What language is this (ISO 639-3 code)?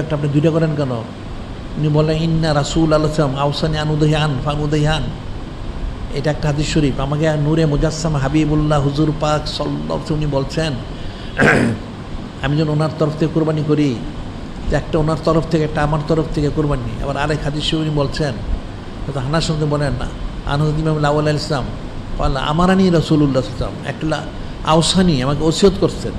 ben